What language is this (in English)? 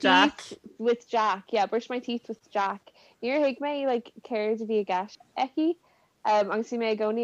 Irish